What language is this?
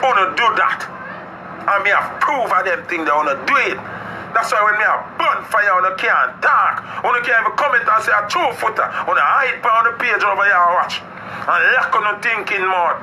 Jamaican Creole English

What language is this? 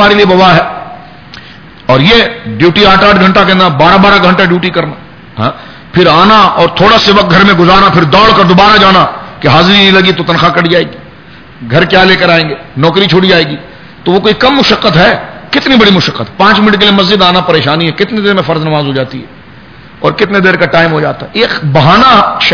Urdu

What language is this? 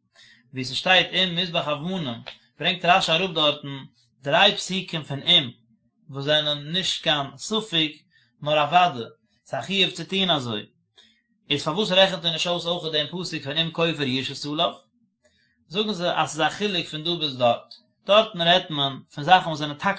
Yiddish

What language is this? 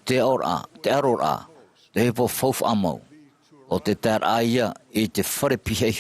Tahitian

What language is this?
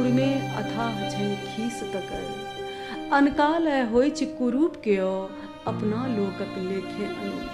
Maithili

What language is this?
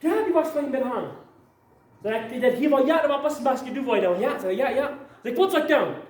Plautdietsch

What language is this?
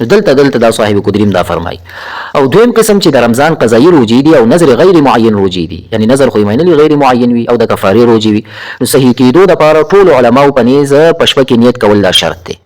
Pashto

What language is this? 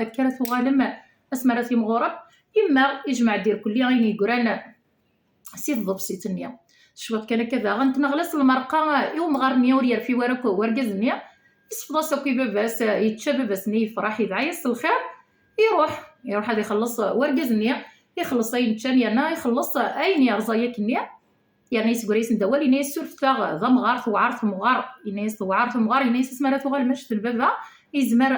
Kabyle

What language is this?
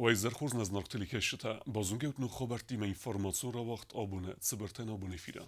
Ossetic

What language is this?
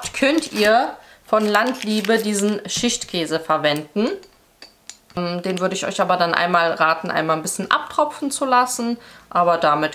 German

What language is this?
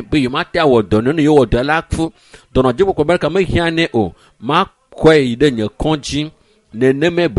Ewe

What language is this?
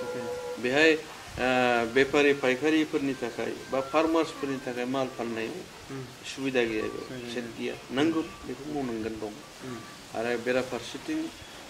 Bodo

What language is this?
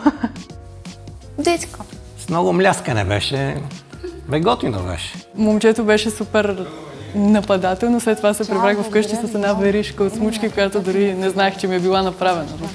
Bulgarian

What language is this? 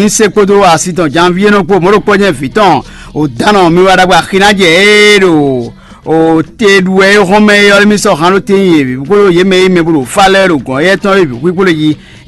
Fon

